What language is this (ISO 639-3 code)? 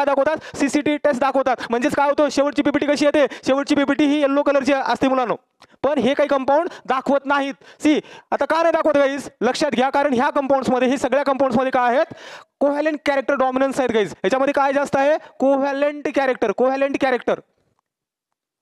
mar